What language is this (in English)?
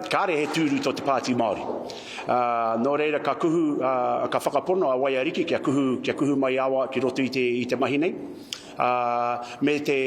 Māori